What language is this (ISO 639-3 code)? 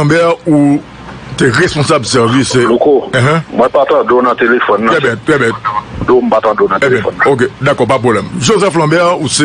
hat